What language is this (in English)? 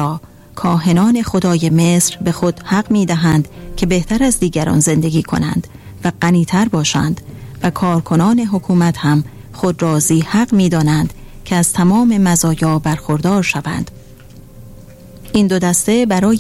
Persian